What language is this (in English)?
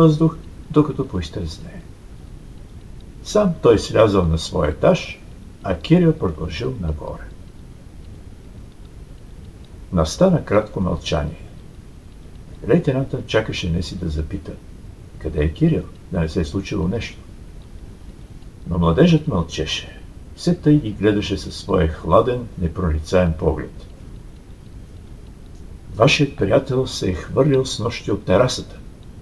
Bulgarian